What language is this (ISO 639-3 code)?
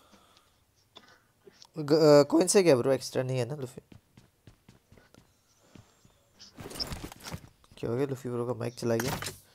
hin